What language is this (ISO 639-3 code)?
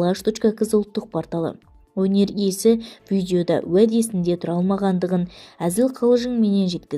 kaz